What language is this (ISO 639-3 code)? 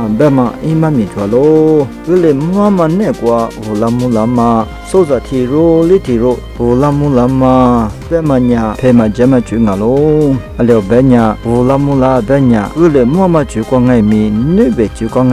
lis